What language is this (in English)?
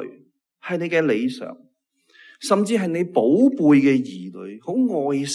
Cantonese